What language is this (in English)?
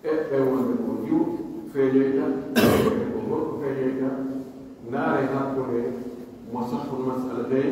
Pular